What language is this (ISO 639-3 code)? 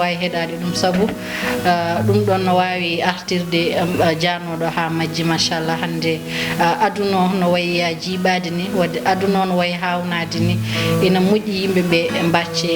ful